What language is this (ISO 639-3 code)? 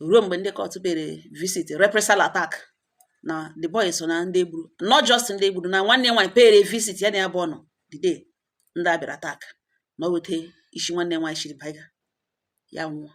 ibo